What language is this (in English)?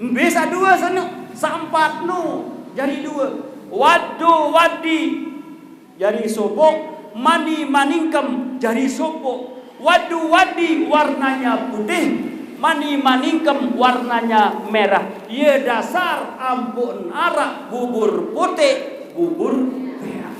Sasak